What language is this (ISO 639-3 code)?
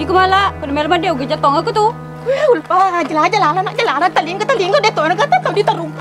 bug